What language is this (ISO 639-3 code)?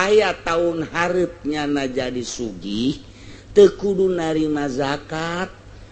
sun